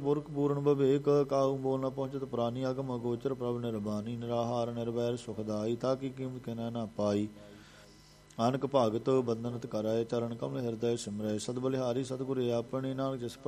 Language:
Punjabi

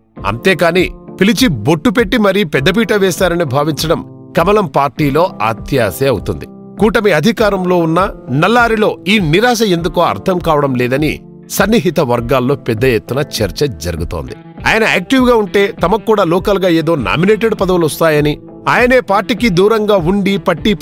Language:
Telugu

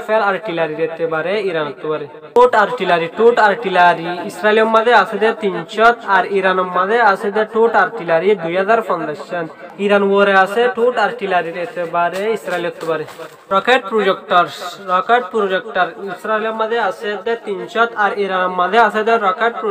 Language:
Rohingya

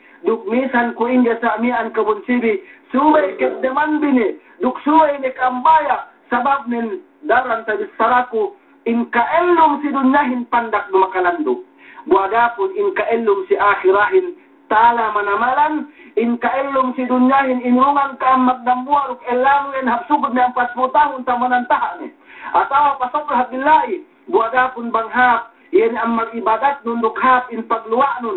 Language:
Yakan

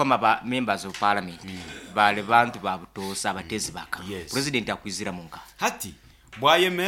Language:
Nyankole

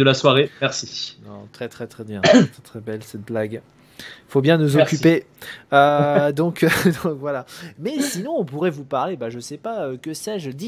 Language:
French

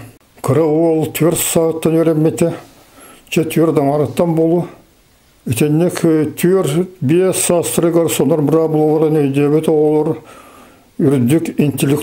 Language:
Yakut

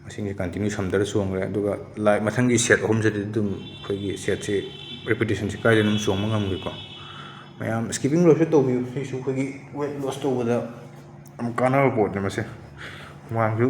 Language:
Manipuri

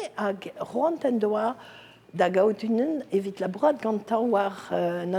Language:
Breton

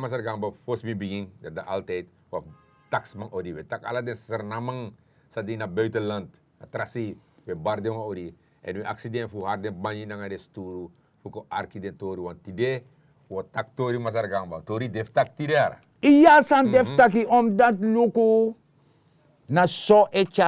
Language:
Sranan Tongo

